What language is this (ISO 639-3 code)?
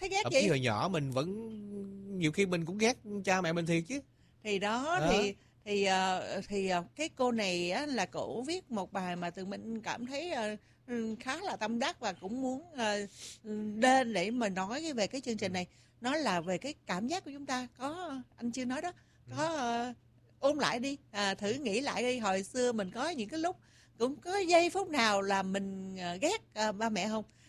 vie